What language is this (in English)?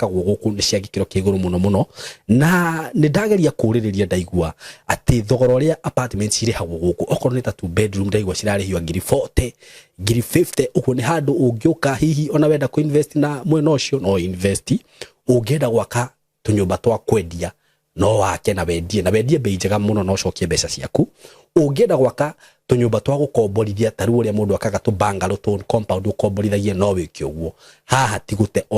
Kikuyu